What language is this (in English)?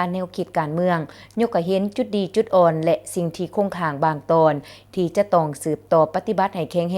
Lao